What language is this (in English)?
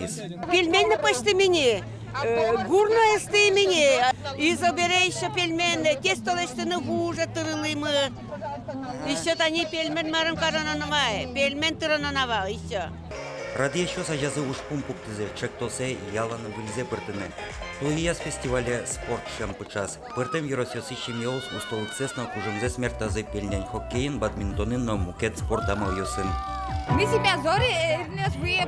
Udmurt